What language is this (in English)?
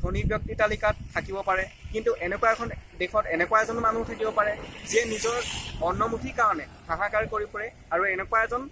Assamese